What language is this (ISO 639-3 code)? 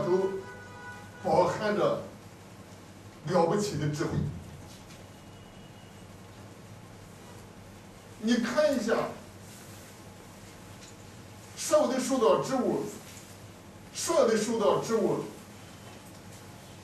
zho